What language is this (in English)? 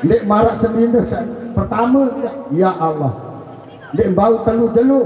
Sasak